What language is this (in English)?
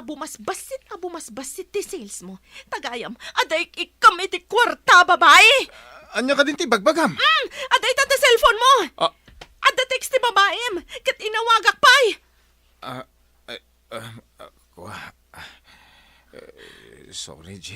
Iloko